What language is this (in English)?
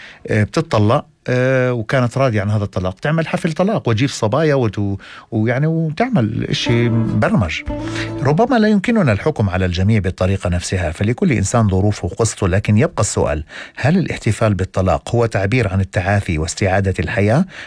North Levantine Arabic